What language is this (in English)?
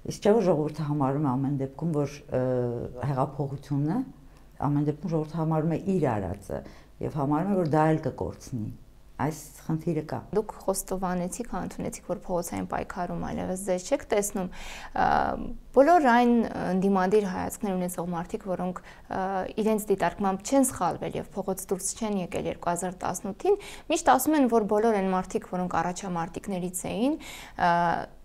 Armenian